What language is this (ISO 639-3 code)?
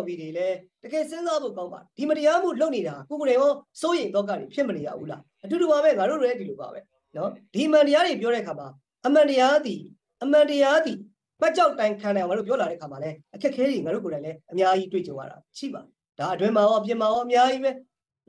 mya